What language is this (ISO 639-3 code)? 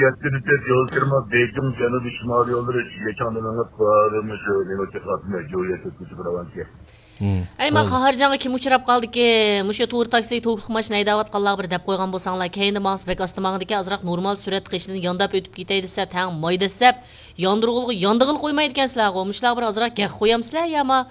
uig